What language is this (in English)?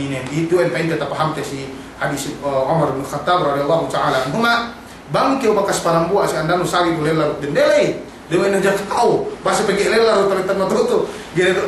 Yakan